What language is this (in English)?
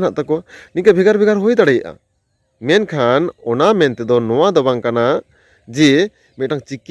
Santali